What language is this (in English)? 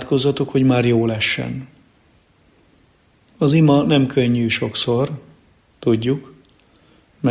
Hungarian